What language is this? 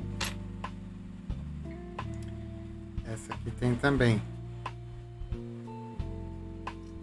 Portuguese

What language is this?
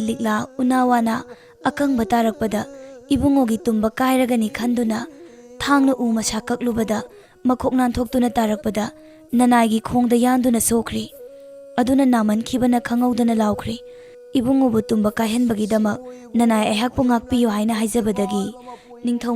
Manipuri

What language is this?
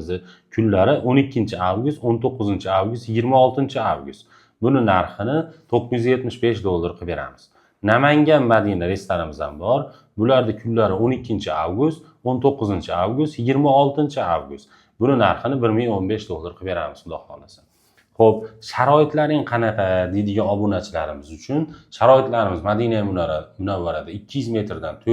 Uzbek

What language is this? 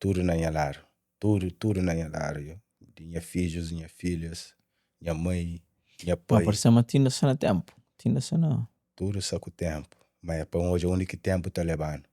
Kabuverdianu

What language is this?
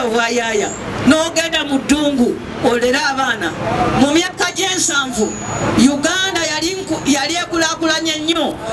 Ganda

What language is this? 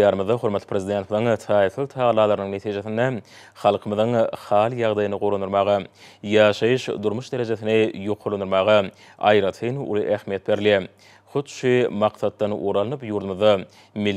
Turkmen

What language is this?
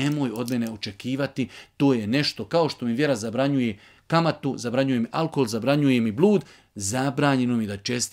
Bosnian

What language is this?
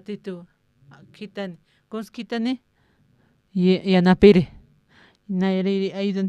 Aymara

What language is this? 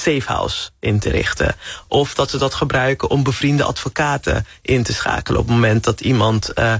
Dutch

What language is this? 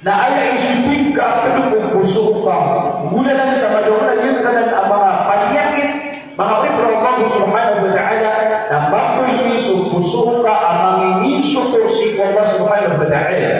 Maranao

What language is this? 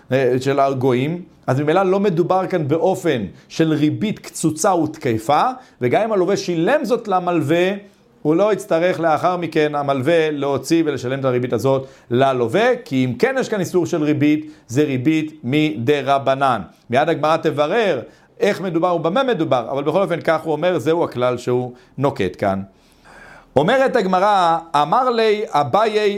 Hebrew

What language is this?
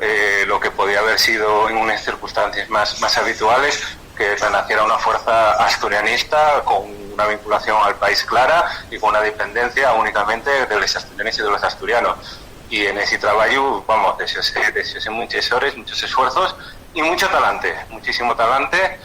Asturian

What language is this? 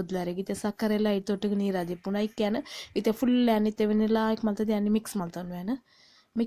Tulu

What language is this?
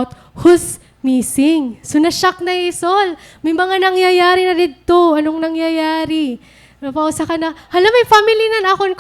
Waray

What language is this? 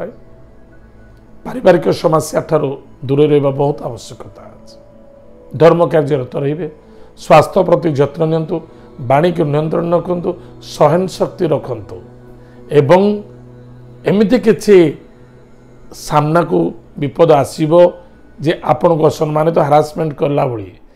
Odia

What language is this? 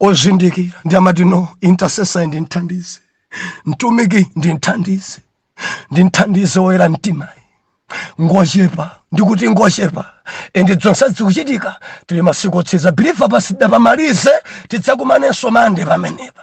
Nyanja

